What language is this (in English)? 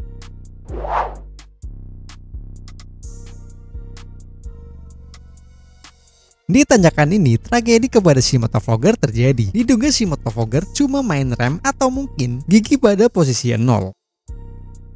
Indonesian